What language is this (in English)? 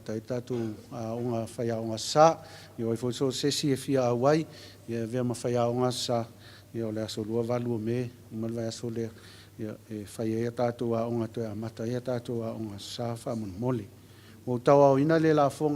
Samoan